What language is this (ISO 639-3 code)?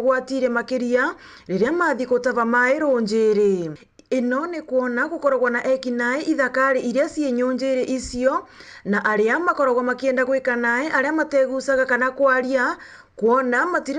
mer